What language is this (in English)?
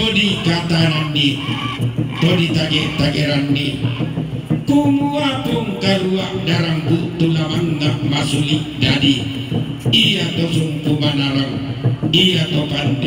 Toraja-Sa'dan